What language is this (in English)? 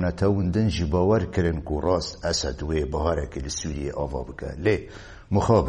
Kurdish